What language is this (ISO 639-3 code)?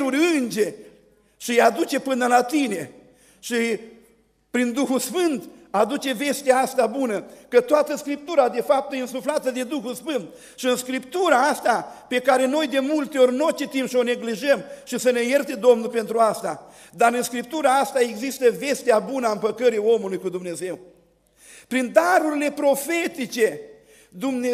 ron